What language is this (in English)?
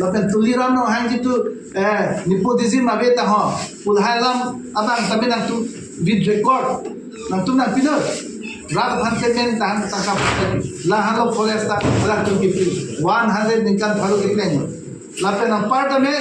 Karbi